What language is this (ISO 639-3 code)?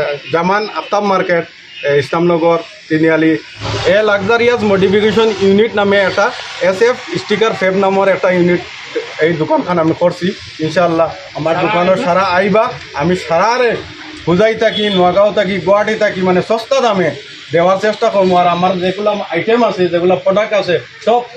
syl